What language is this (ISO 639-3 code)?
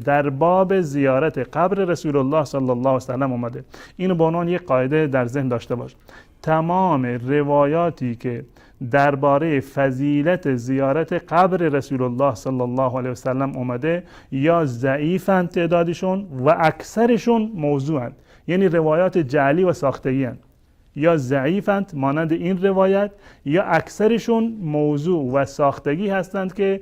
fas